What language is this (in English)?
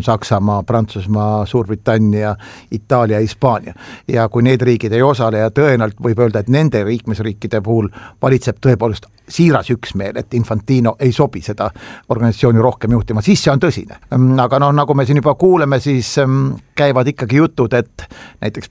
Estonian